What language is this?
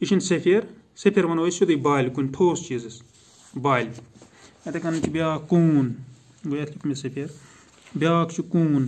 Kashmiri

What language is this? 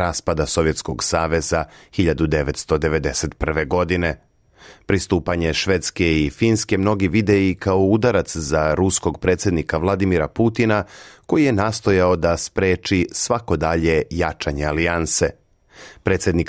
Serbian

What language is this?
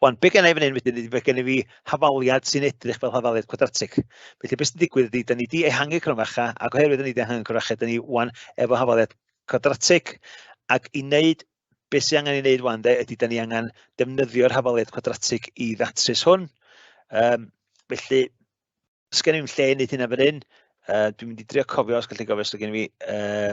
Welsh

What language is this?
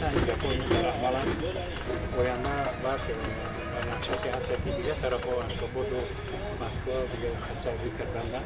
Tajik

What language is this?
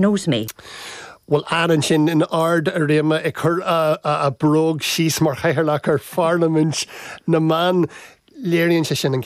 Irish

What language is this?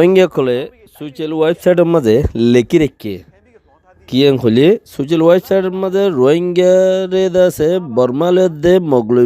Rohingya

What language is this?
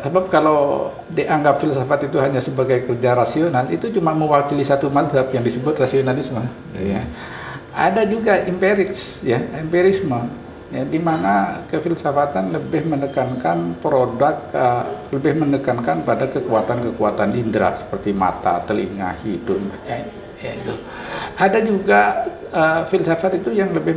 Indonesian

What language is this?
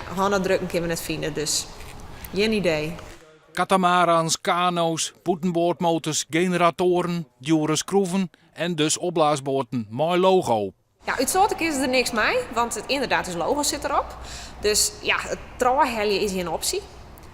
Western Frisian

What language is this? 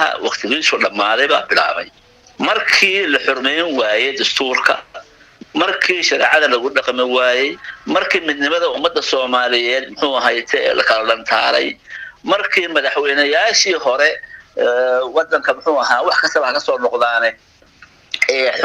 Somali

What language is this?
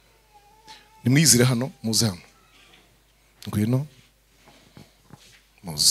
Kinyarwanda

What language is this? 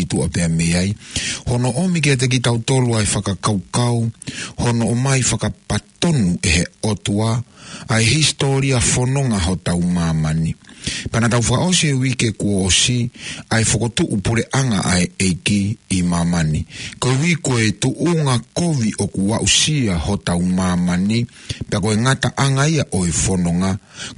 Tongan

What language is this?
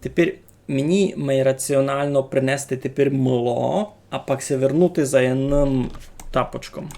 Rusyn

